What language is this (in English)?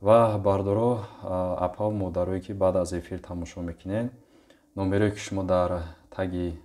Tajik